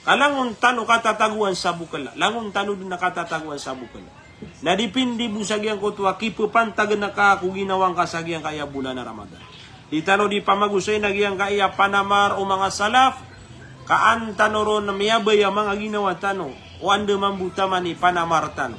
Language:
Maranao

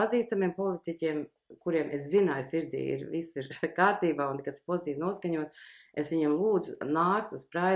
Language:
Latvian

